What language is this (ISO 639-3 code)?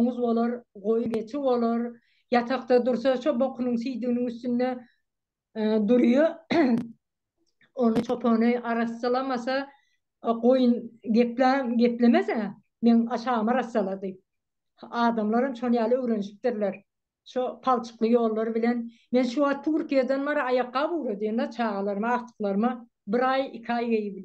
tuk